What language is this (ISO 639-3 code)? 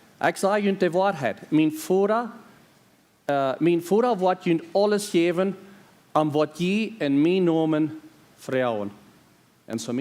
pdt